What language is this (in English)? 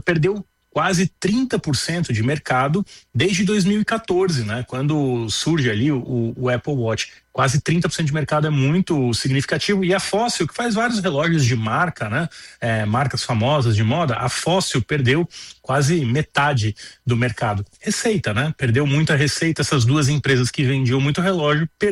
Portuguese